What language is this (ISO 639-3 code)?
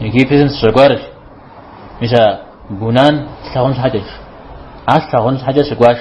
kbd